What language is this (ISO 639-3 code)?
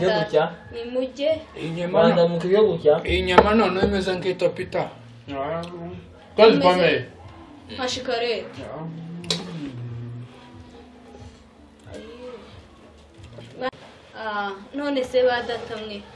kin